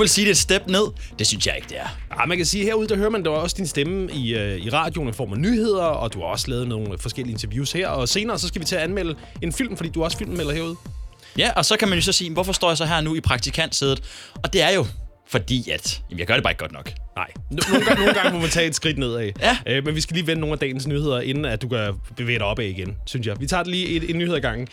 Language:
Danish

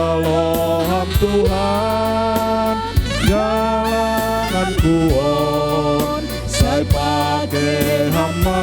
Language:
Batak Simalungun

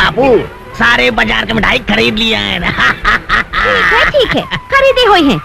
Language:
Bhojpuri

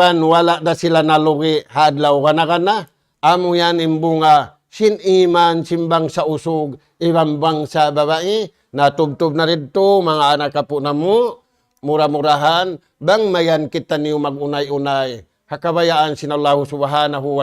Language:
Tausug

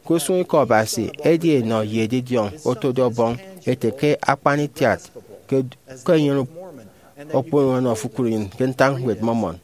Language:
Efik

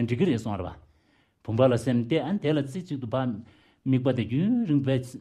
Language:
Tibetan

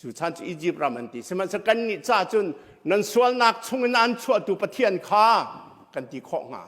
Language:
Hakha Chin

